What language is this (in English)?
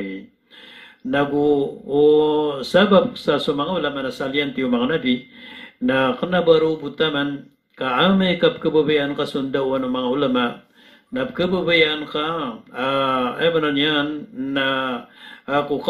Maranao